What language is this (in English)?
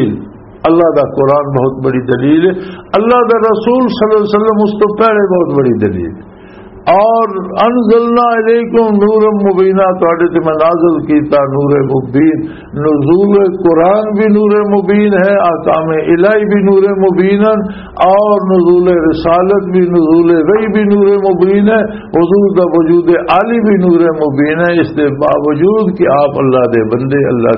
Western Panjabi